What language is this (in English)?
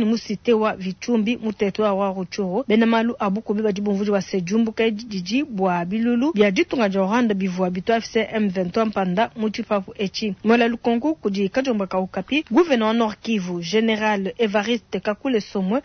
Luba-Lulua